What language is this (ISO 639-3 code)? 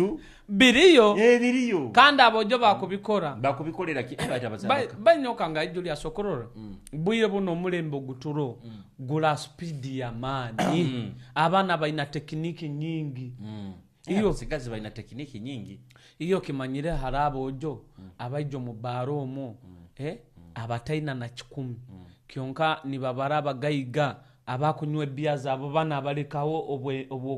nyo